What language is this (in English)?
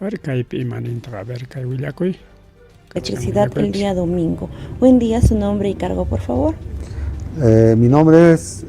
Ayacucho Quechua